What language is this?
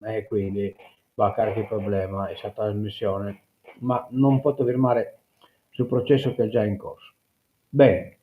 Sardinian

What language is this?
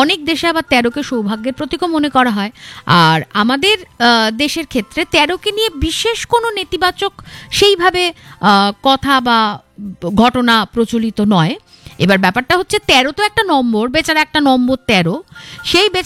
Bangla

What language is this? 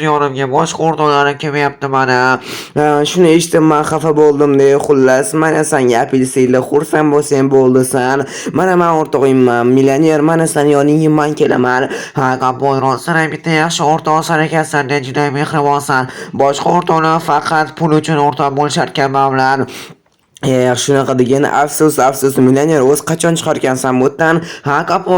Uzbek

